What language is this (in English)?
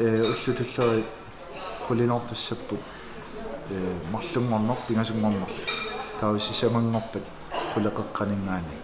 Kalaallisut